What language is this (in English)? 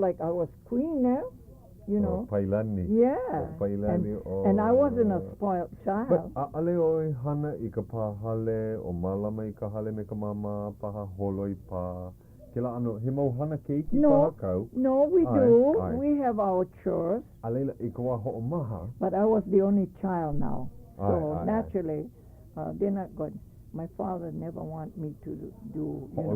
Hawaiian